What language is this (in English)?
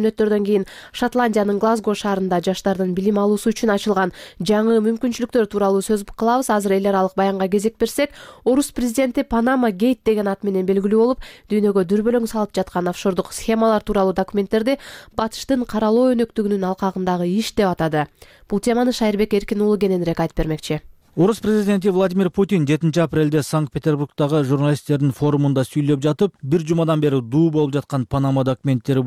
Kyrgyz